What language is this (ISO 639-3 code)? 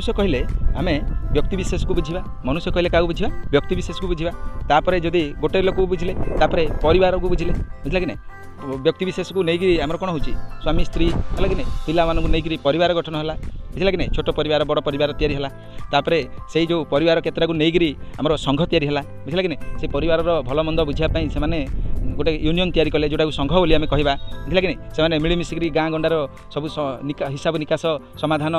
ori